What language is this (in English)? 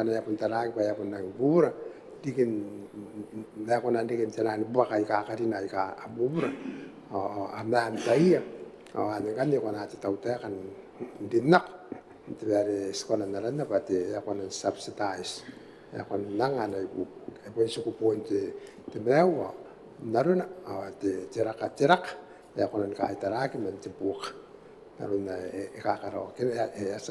Gilbertese